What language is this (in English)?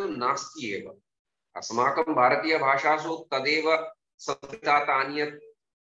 Sanskrit